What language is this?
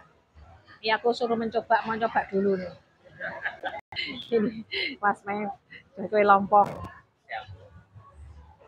Indonesian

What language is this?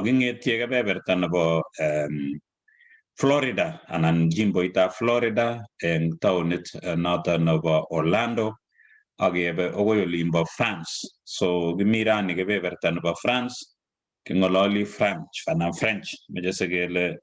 Kalenjin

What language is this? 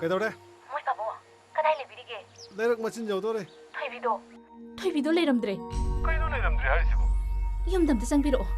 Manipuri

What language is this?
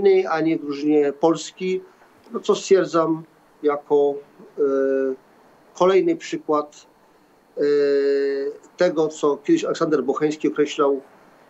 Polish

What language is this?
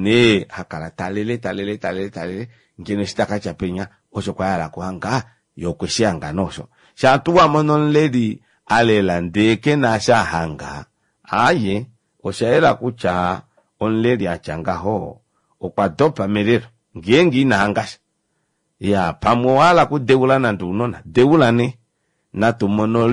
Kuanyama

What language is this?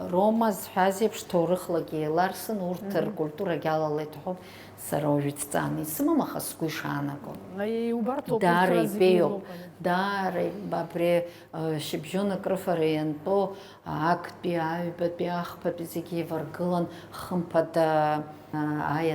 Abkhazian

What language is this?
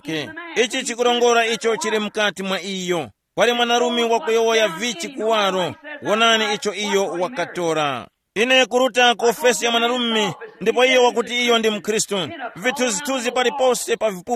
Tumbuka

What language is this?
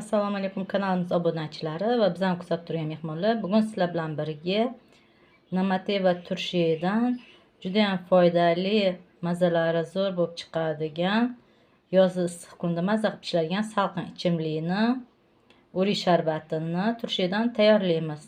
Uzbek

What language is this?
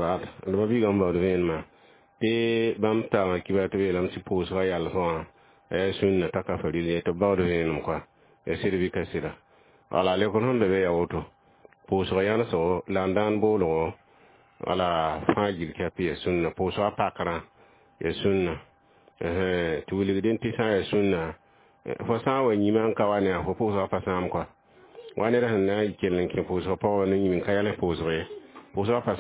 Mossi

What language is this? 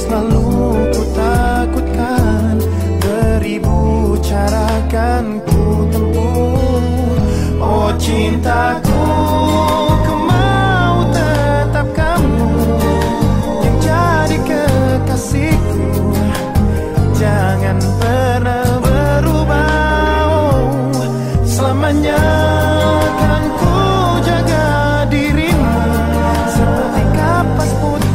Indonesian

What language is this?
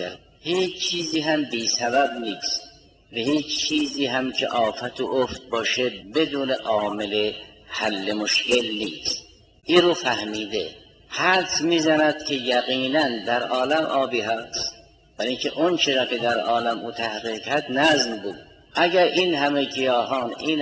Persian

